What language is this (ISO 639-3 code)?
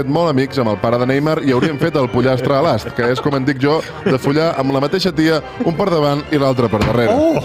cat